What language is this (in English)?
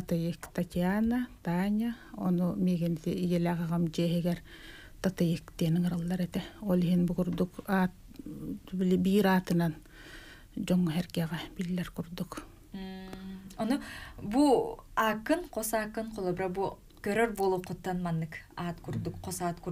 Yakut